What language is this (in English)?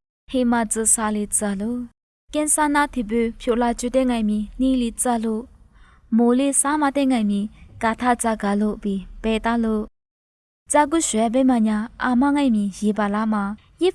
Lisu